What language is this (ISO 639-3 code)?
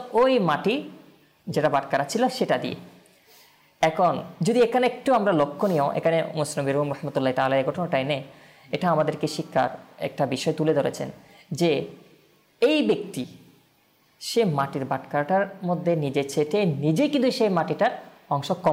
ben